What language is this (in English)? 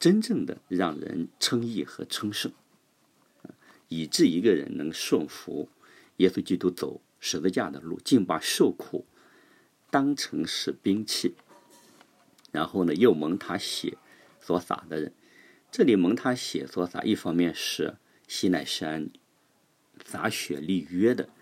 Chinese